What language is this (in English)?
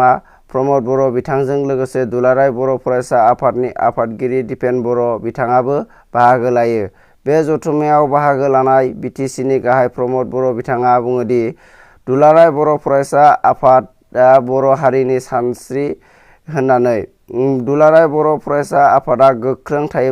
Bodo